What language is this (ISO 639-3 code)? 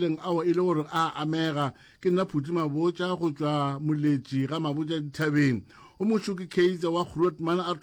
nso